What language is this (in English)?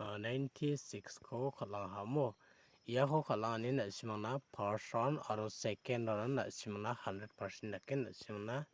Garo